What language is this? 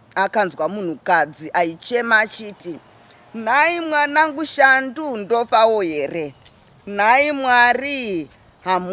Shona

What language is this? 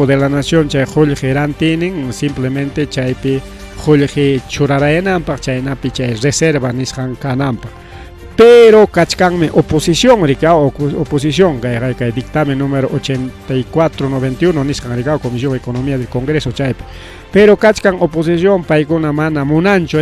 Ayacucho Quechua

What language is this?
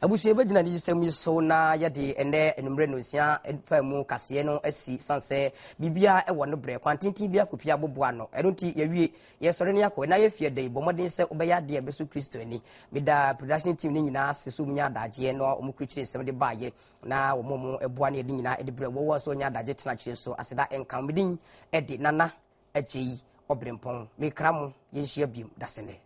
Akan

